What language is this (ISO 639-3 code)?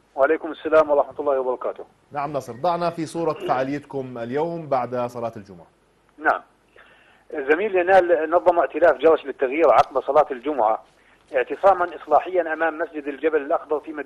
ara